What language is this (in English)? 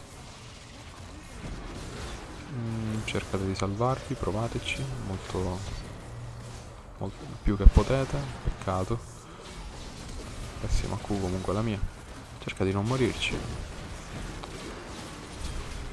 Italian